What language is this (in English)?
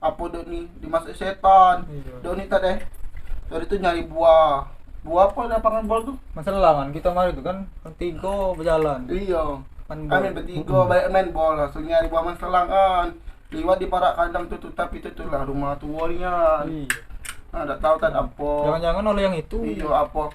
Musi